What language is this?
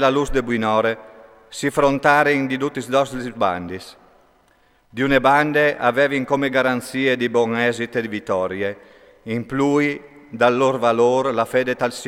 Friulian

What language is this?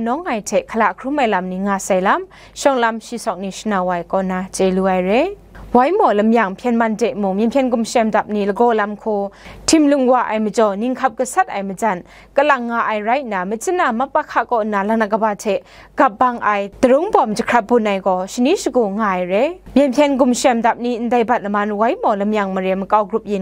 Kachin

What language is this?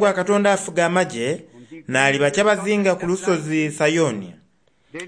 Soga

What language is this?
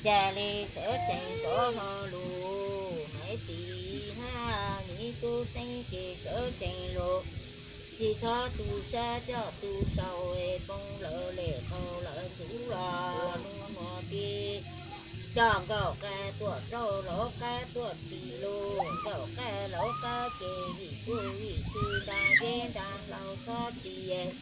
Hmong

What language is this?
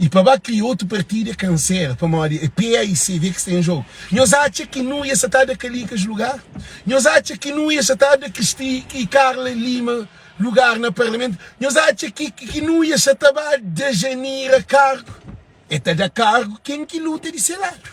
Kabuverdianu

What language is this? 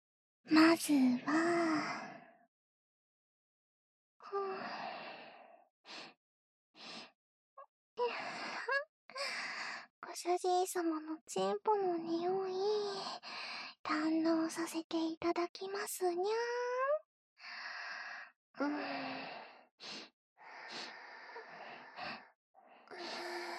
Japanese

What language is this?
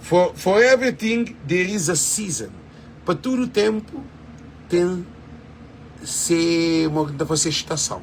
Kabuverdianu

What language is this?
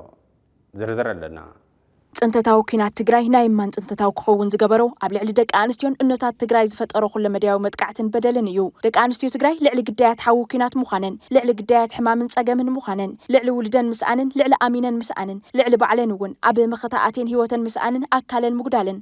Tigrinya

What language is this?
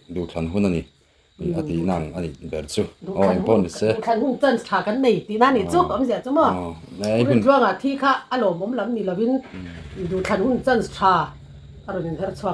Mizo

